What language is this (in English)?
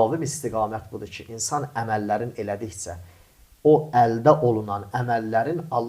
Azerbaijani